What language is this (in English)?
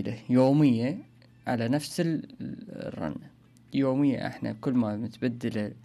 Mesopotamian Arabic